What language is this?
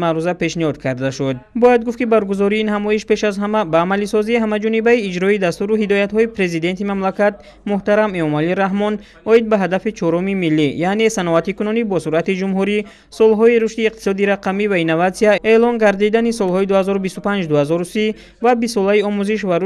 Tajik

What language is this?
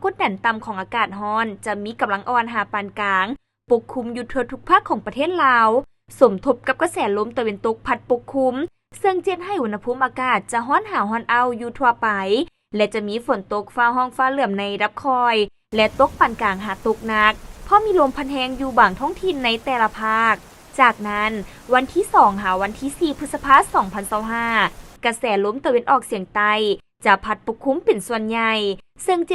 Lao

